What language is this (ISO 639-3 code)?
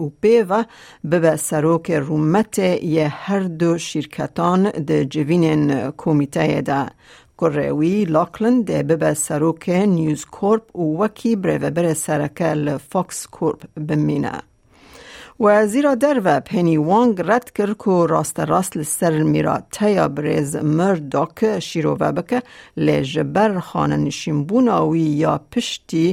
kur